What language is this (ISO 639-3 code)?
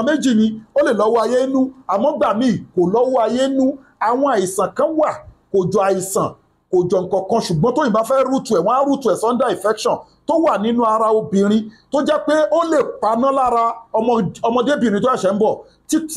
yor